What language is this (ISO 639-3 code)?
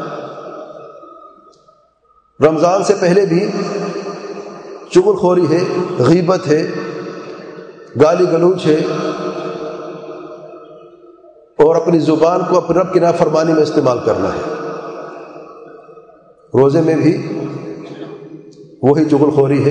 urd